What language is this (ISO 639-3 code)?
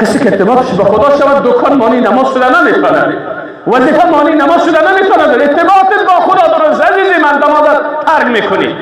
fas